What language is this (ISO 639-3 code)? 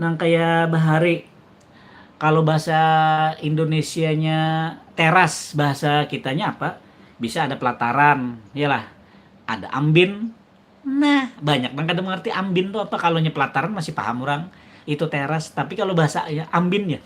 bjn